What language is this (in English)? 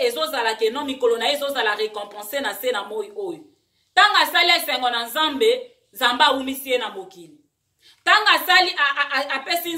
Lingala